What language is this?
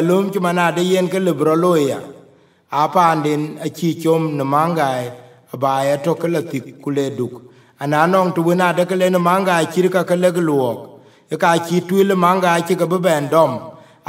Dinka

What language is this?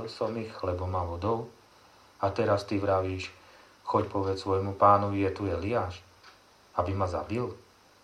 Slovak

